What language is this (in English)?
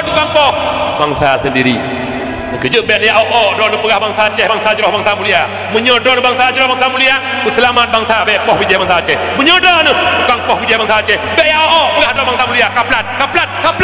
Achinese